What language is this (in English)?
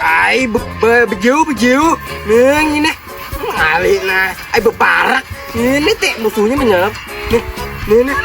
Banjar